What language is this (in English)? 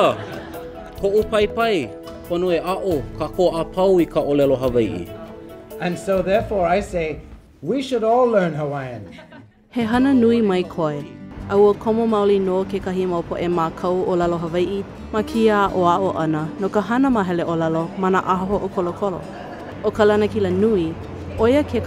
Hawaiian